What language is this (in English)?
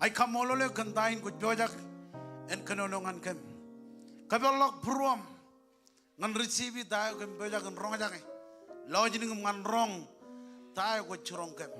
Marshallese